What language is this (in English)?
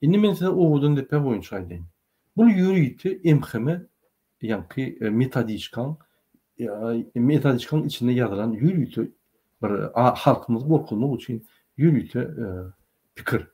Turkmen